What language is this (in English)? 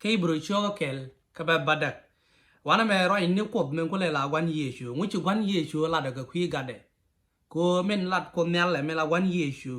Nuer